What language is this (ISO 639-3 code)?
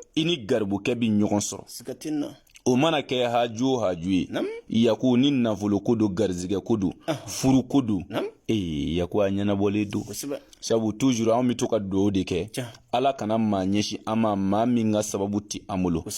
bam